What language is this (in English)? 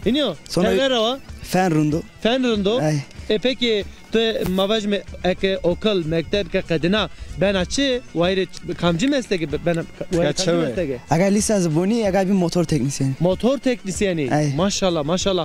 Zaza